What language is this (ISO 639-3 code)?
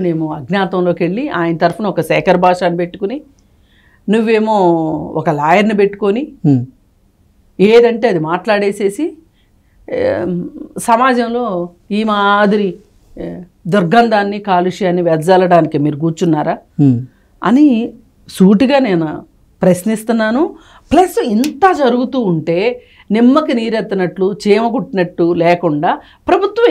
tel